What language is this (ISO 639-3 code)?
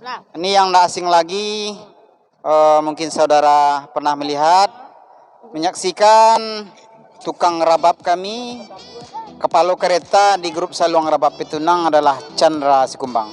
min